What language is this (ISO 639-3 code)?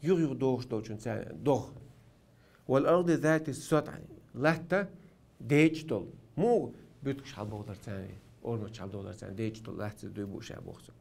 che